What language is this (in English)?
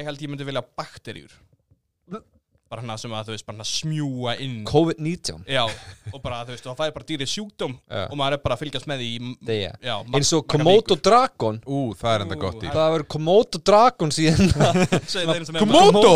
Icelandic